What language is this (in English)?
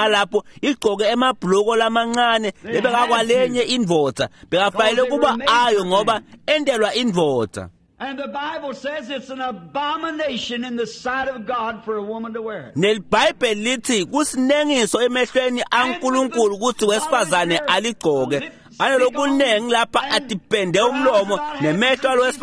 Swati